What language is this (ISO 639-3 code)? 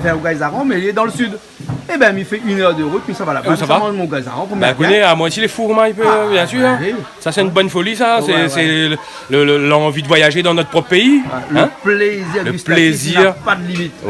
rcf